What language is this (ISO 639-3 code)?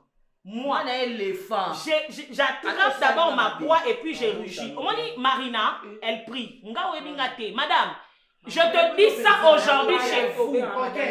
lin